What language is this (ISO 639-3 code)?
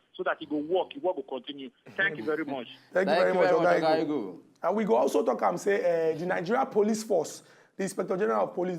pcm